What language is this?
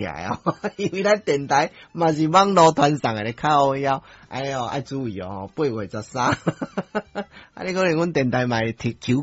Min Nan Chinese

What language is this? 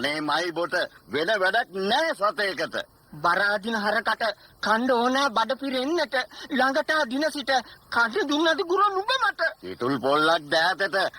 Sinhala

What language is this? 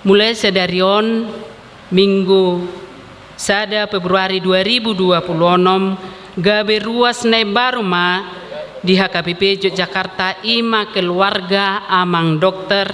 Batak Toba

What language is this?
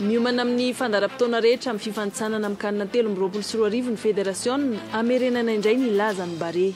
Malagasy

